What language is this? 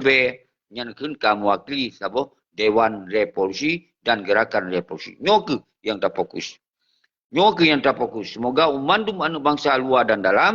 Achinese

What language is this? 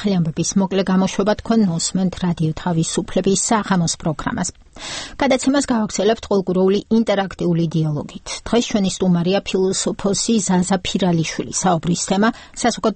Georgian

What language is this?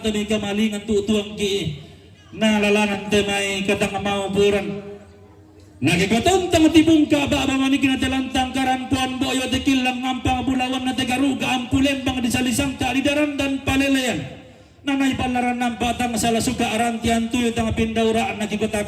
Toraja-Sa'dan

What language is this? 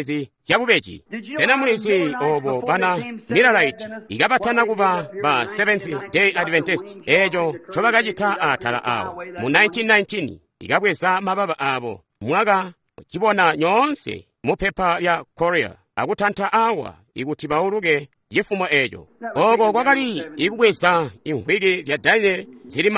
Tonga (Zambia)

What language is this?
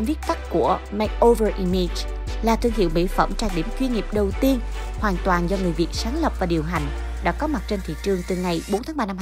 Vietnamese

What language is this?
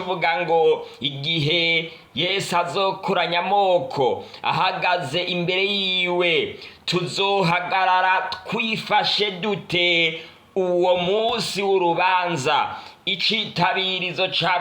Rundi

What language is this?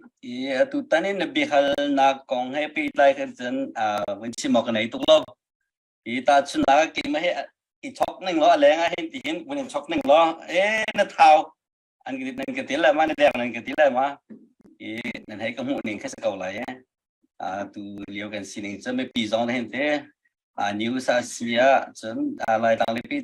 Hakha Chin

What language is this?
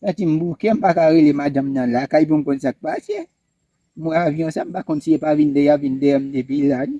Haitian Creole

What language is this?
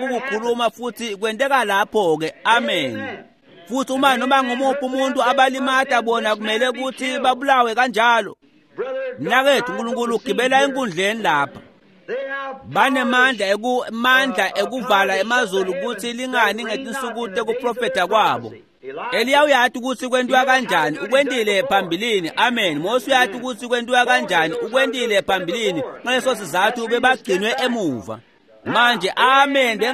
Swati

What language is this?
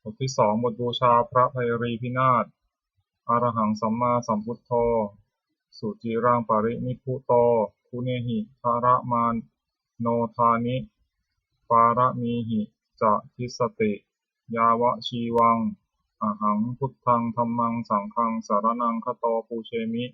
Pali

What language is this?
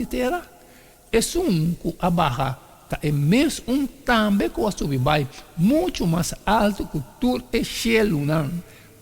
Papiamento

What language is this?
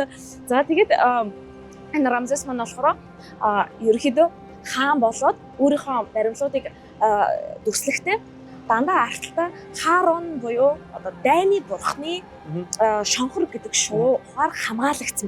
Mongolian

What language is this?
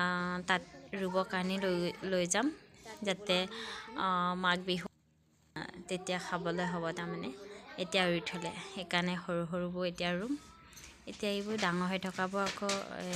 Assamese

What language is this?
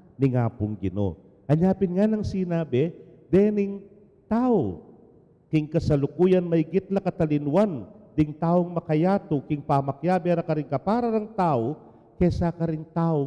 Pampanga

